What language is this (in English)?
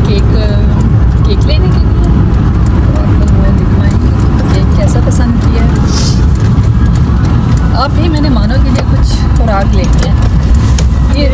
Hindi